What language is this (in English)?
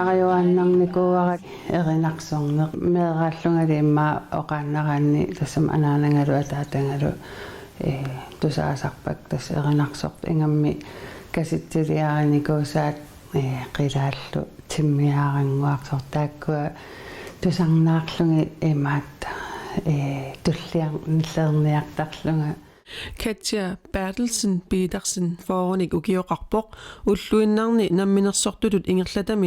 Kalaallisut